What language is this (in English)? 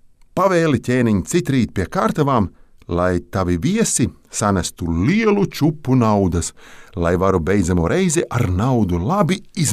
Latvian